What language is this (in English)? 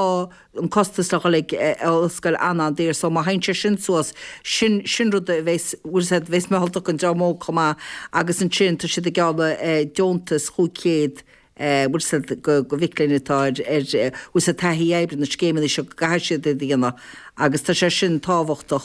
Irish